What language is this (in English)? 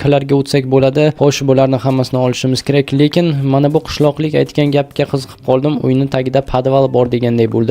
Uzbek